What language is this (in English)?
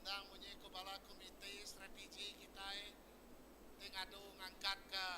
Iban